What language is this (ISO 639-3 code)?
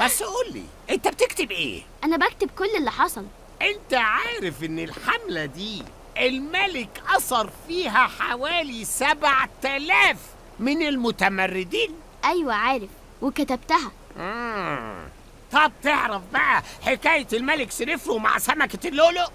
arz